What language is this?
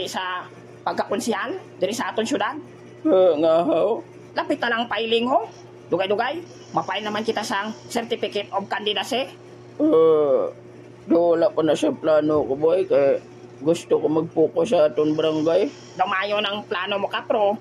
Hiligaynon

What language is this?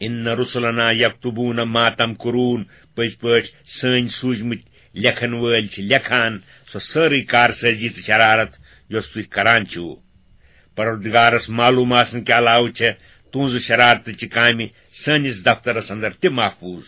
Kashmiri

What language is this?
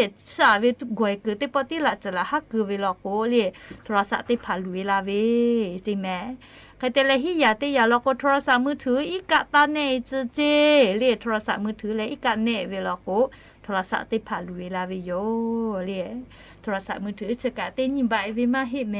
Lahu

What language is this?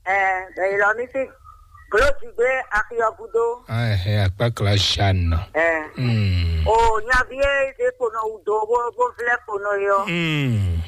Fon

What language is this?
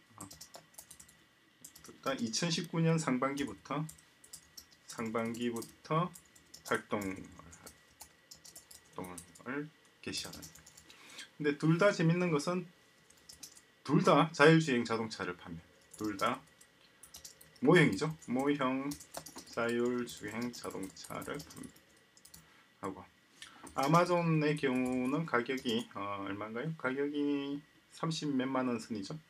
Korean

